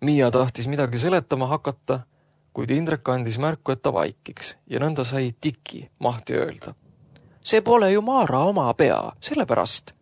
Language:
Estonian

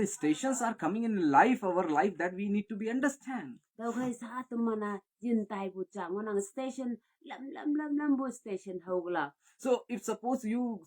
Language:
Konyak Naga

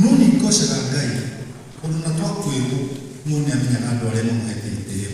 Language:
Kikuyu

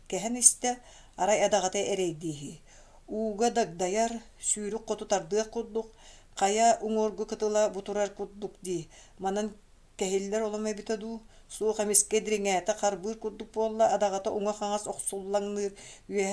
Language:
Yakut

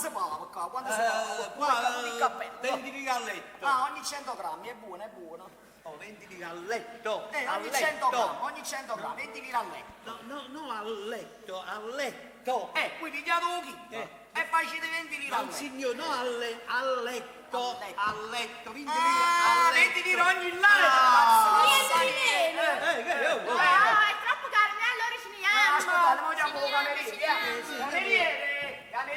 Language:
Neapolitan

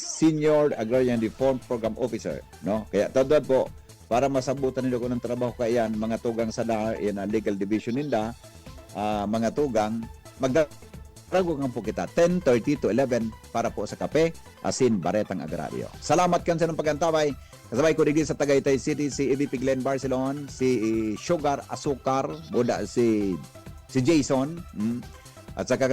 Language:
Bikol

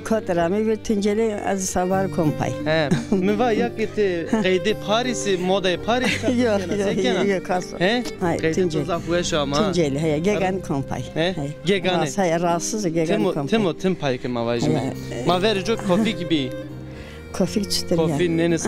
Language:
Zaza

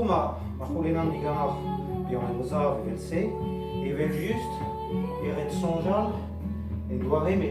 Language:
Breton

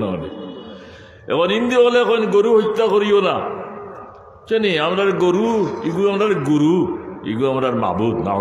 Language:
Sylheti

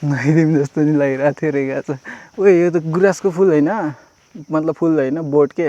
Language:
Nepali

